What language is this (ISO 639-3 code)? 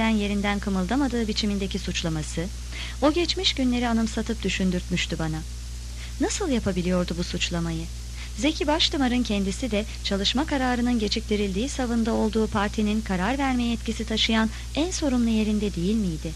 tur